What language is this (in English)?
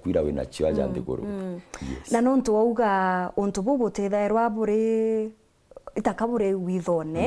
Meru